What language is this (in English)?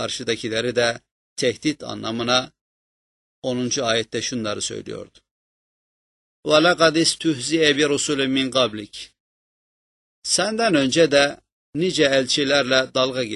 Turkish